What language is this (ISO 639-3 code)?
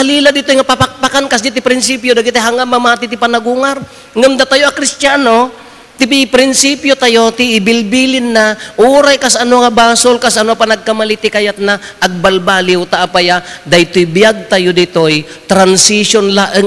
ilo